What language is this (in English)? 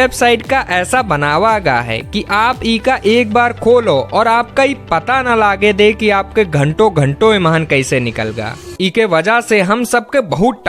Awadhi